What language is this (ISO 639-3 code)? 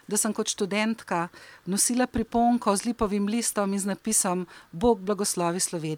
slv